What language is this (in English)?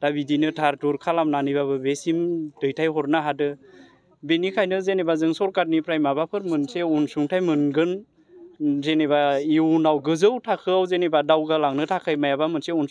Bodo